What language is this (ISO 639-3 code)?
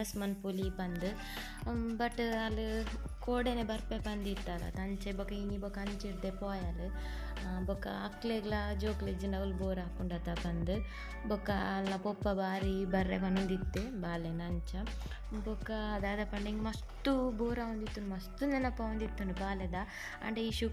tcy